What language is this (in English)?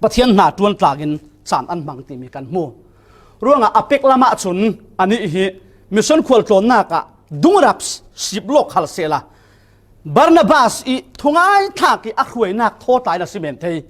Falam Chin